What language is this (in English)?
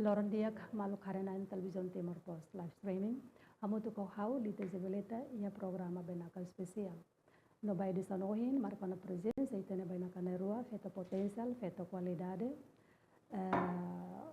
Tetum